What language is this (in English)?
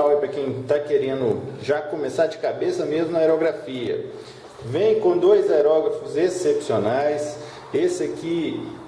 Portuguese